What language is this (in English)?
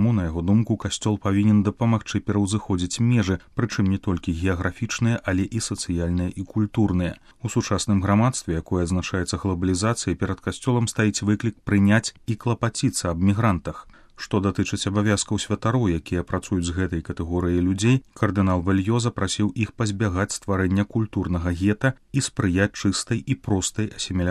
Belarusian